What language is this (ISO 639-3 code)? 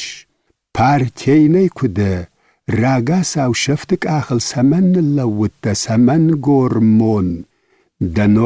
oss